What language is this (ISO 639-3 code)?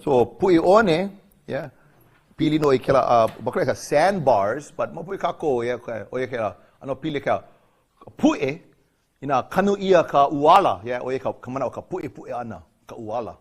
haw